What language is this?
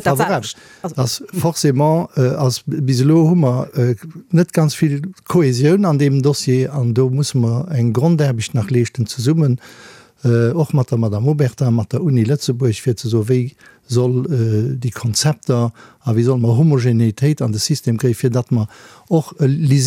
Luxembourgish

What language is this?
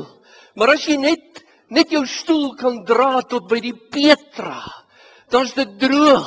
Afrikaans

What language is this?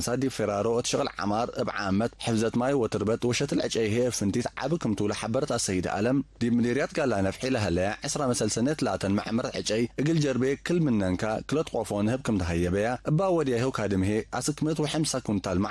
Tigre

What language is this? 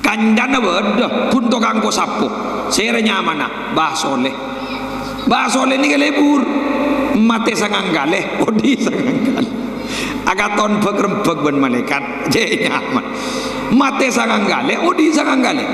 Madurese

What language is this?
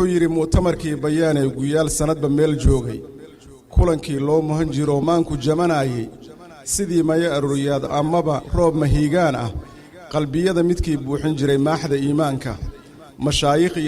Somali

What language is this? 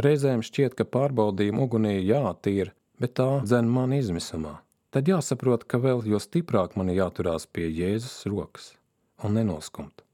Latvian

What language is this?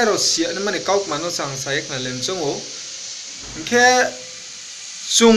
Riang (India)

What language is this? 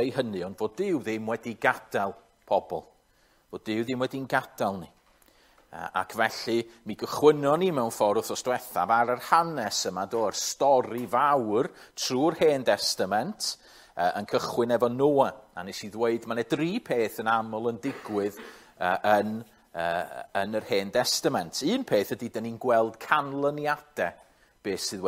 Welsh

